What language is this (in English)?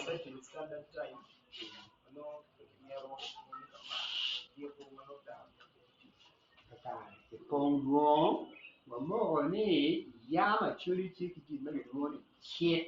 Acoli